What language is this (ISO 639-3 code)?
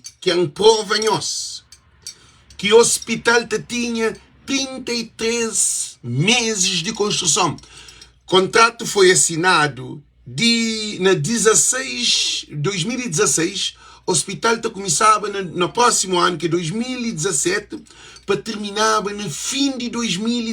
kea